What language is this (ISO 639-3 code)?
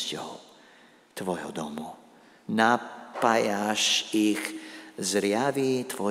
slk